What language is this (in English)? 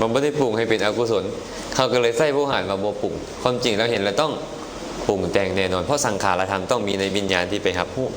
Lao